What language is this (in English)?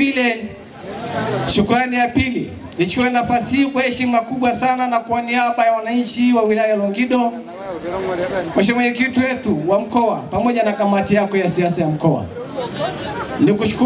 Swahili